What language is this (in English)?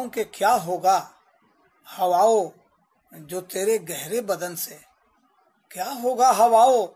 Hindi